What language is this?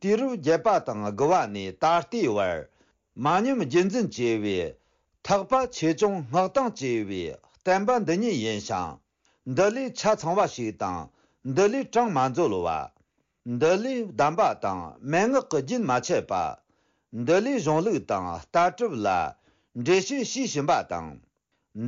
Tibetan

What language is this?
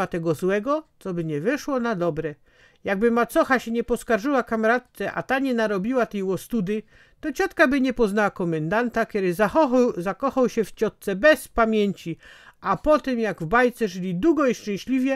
Silesian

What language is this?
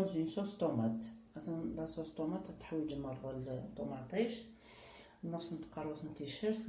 Kabyle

